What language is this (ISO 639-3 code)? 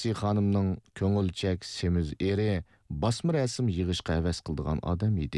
uig